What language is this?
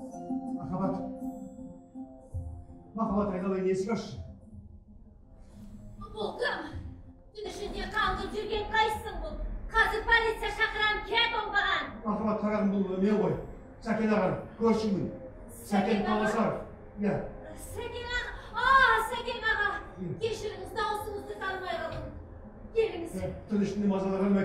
Kazakh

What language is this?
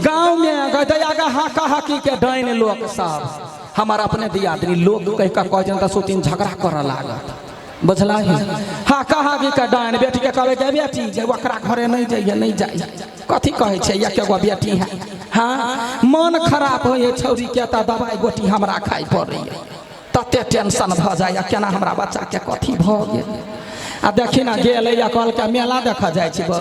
Maithili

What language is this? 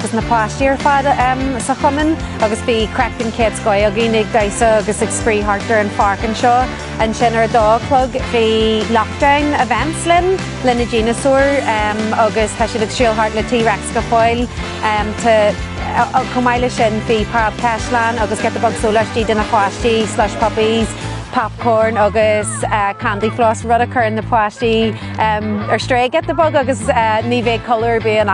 Irish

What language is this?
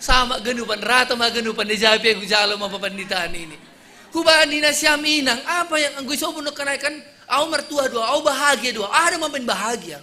Batak Simalungun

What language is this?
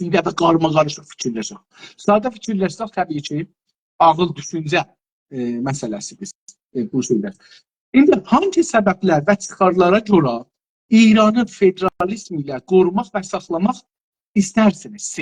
South Azerbaijani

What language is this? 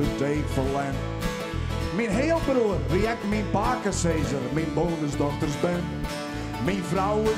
Western Frisian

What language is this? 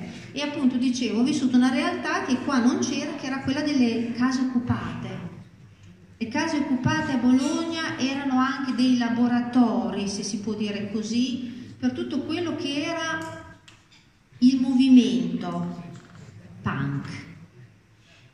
Italian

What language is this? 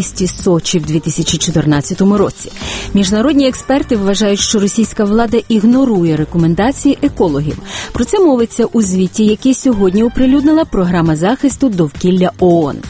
Ukrainian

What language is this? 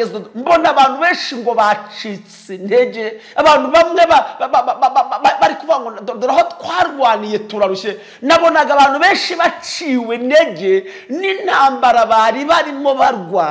Kinyarwanda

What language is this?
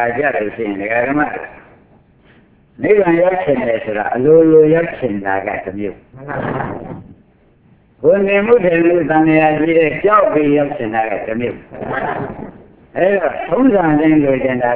Burmese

